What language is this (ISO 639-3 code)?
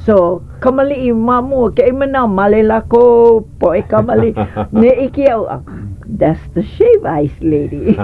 haw